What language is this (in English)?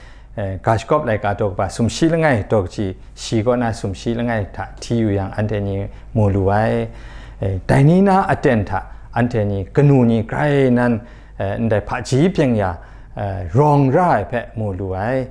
Kachin